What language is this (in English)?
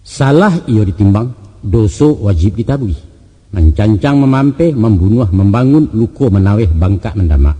Minangkabau